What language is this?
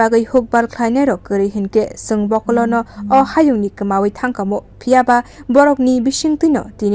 Kok Borok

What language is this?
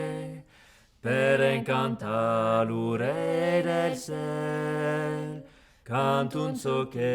Occitan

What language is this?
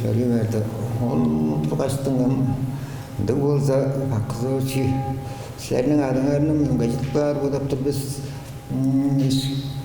Tuvinian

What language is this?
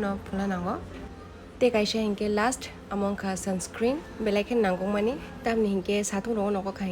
Kok Borok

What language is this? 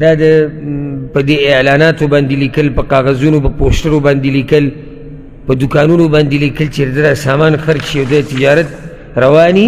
Pashto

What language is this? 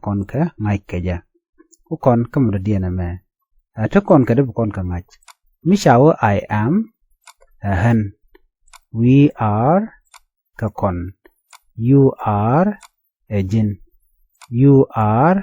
Nuer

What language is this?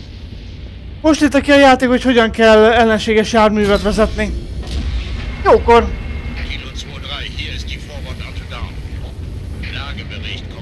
Hungarian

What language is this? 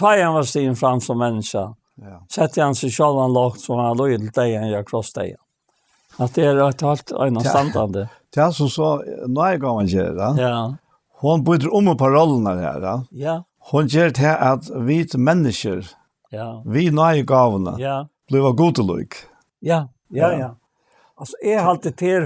Faroese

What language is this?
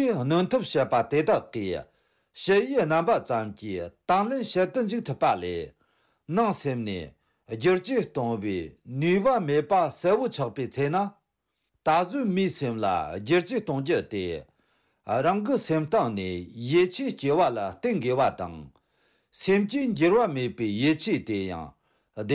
Tibetan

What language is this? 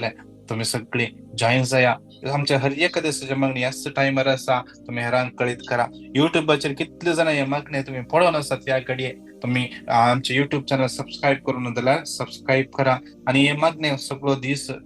Konkani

